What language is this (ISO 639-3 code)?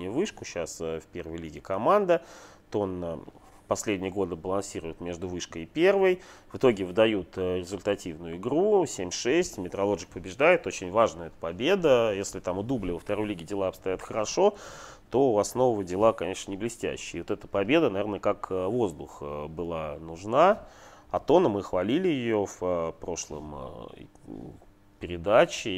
rus